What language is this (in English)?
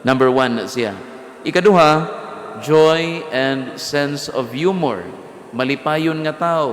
Cebuano